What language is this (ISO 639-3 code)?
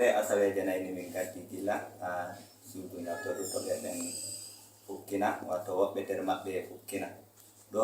fuv